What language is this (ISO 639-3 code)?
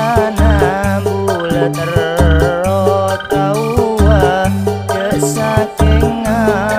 mad